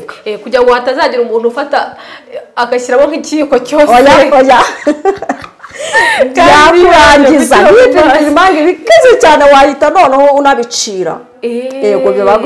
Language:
Kinyarwanda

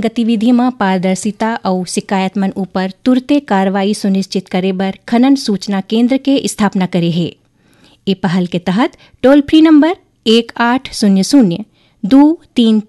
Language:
Chhattisgarhi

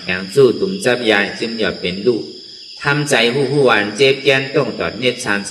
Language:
Shan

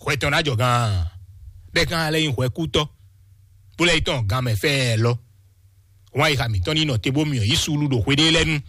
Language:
Fon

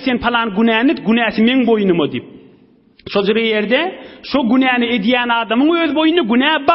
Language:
Turkmen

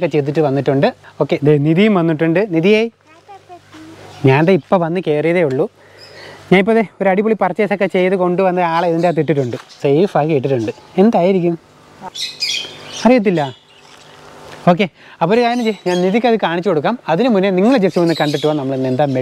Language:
Malayalam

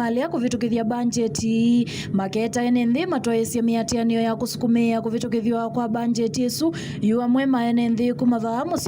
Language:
Kamba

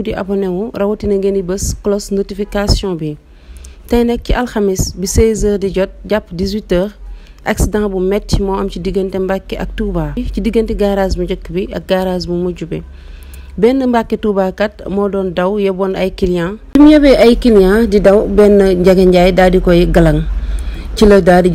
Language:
Wolof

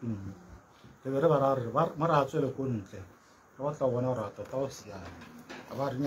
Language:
Tswana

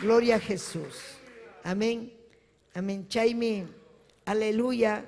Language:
Ayacucho Quechua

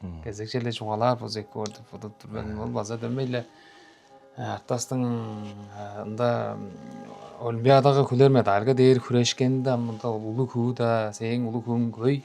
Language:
Tuvinian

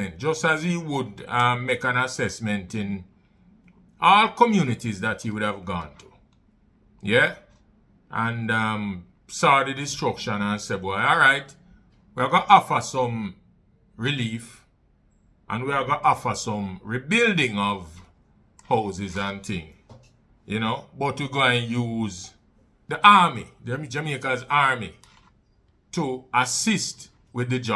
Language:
Jamaican Creole English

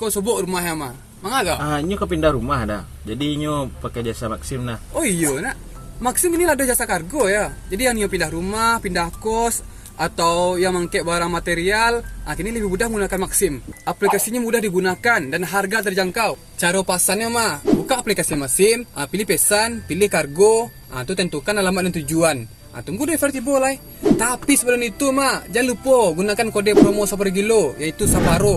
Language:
Minangkabau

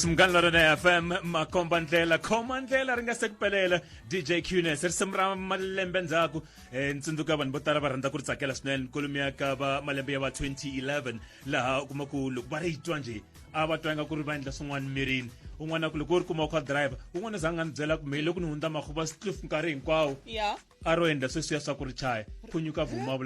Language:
Tsonga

